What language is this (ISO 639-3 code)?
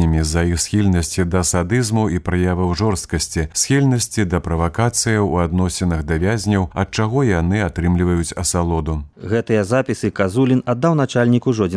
bel